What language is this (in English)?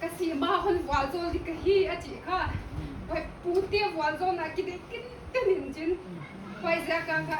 Paite Chin